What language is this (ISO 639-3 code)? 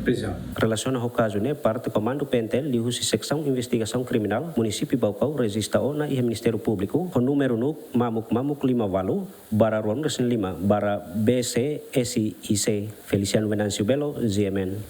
tet